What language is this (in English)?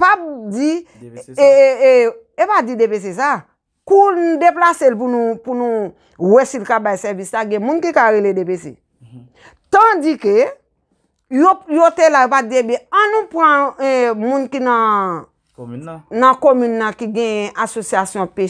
Haitian Creole